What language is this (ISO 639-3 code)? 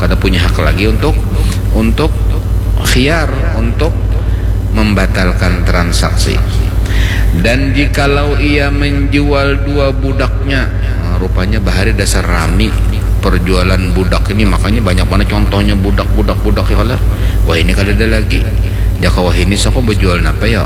bjn